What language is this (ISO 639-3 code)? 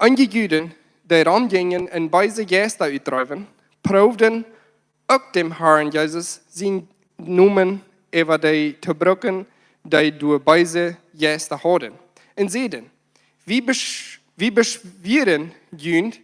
pdt